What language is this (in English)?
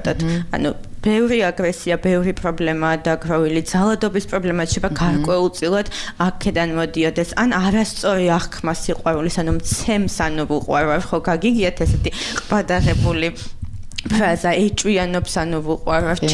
Georgian